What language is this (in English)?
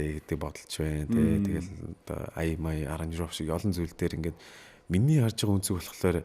Mongolian